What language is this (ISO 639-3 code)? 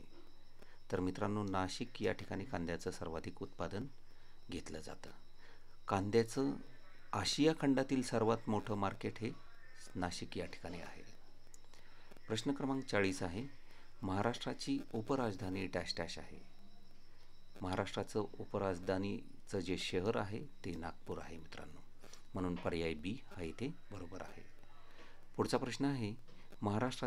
mar